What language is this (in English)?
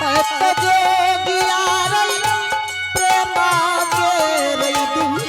Angika